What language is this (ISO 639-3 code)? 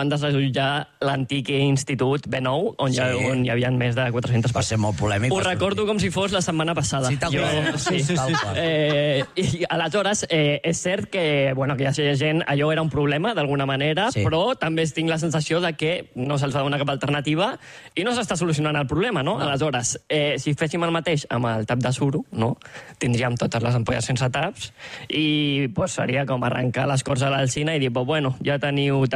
cat